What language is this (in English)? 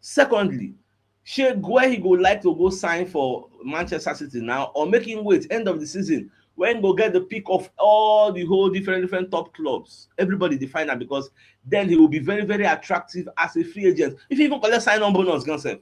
Nigerian Pidgin